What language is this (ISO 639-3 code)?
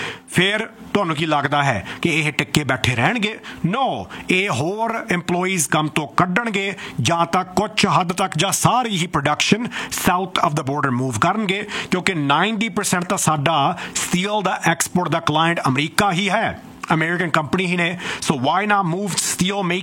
pan